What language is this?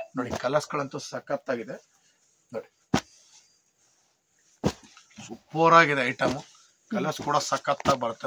Kannada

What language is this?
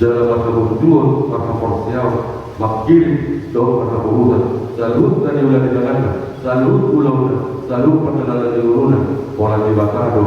Batak Toba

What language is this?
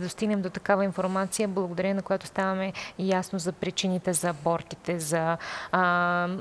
Bulgarian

